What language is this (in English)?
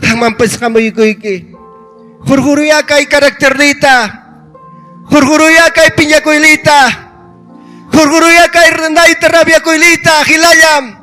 Ayacucho Quechua